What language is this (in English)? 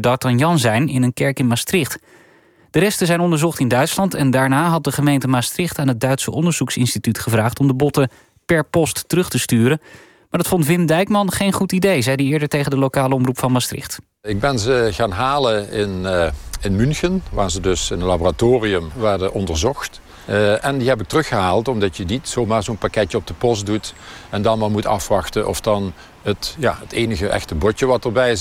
Dutch